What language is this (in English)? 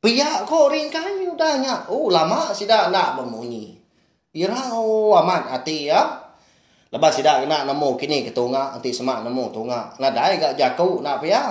Iban